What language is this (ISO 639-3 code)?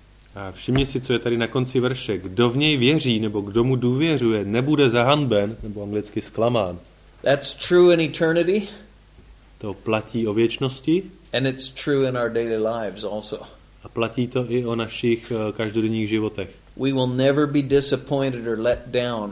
ces